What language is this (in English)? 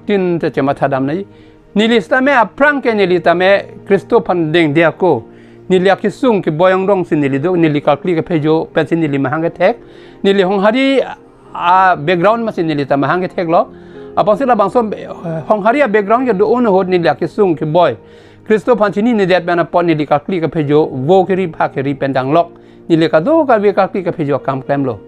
Karbi